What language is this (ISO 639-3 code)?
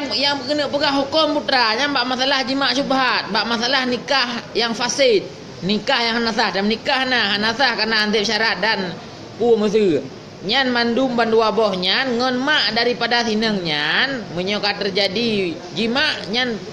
ace